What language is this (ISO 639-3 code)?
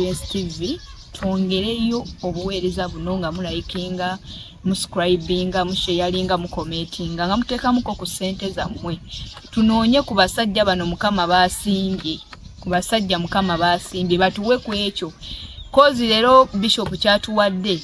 lug